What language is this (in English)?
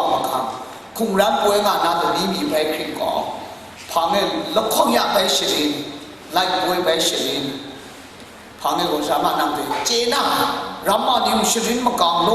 Kachin